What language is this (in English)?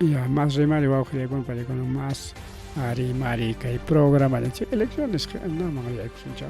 Ayacucho Quechua